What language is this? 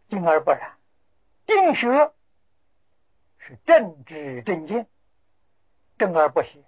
Chinese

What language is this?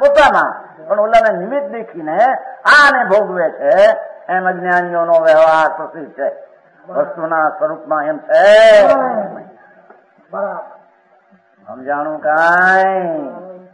Gujarati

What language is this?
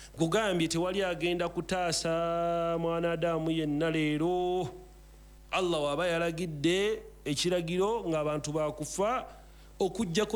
Ganda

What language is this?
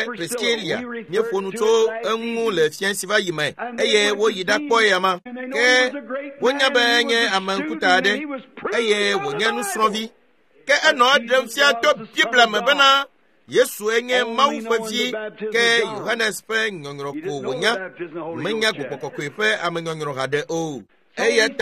Ewe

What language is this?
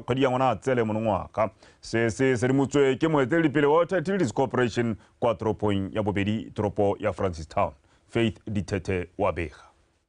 Tswana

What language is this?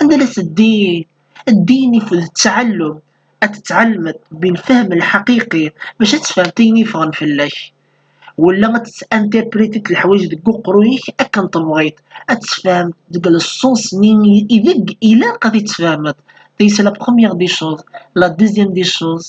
Kabyle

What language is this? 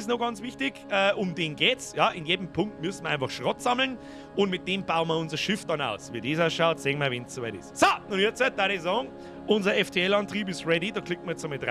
Bavarian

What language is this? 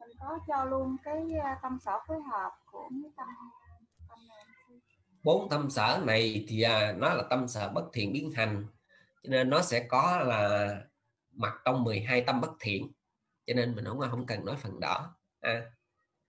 Vietnamese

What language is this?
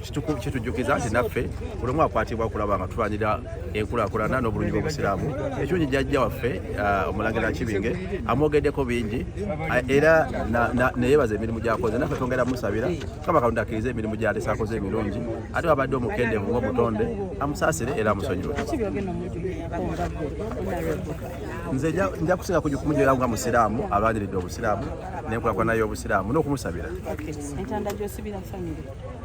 Ganda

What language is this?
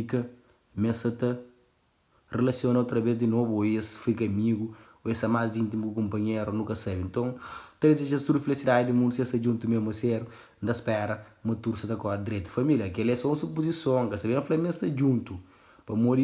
Kabuverdianu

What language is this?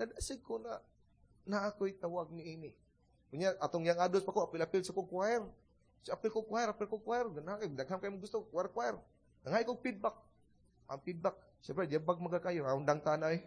Cebuano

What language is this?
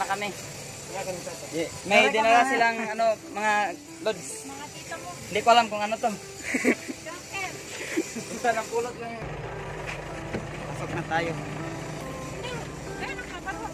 Filipino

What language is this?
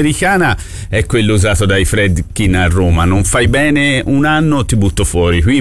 Italian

